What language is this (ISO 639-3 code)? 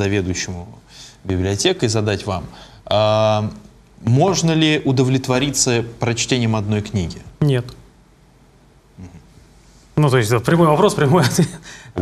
rus